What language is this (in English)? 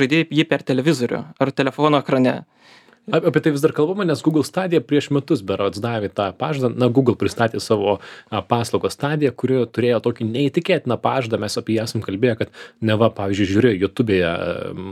Lithuanian